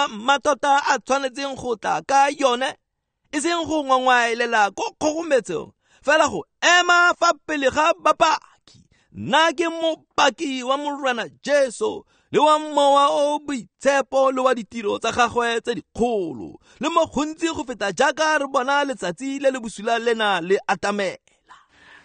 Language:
Tswana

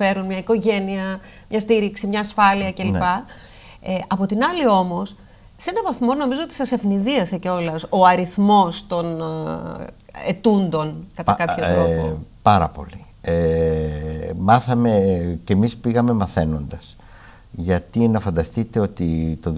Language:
Greek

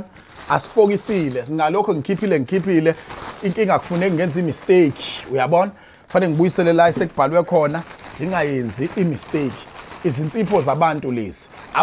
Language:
Zulu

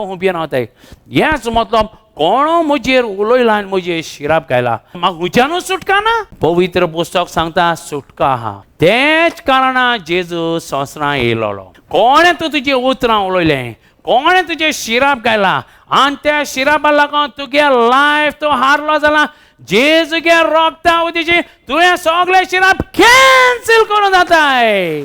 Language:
Konkani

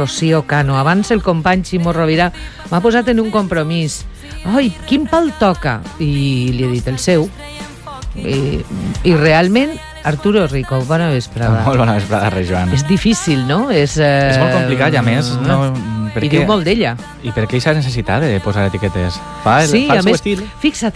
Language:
Catalan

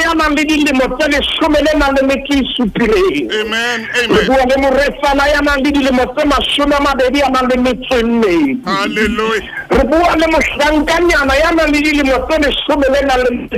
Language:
Southern Sotho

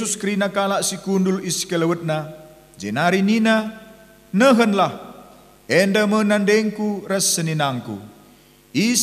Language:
Batak Karo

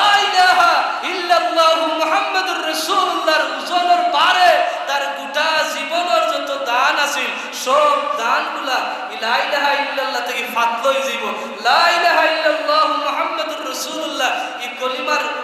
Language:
Sylheti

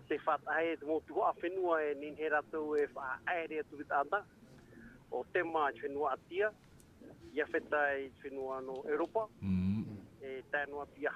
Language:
Tahitian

